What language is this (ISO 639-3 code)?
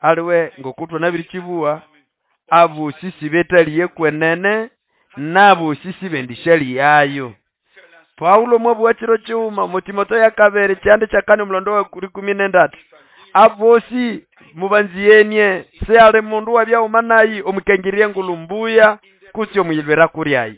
nnb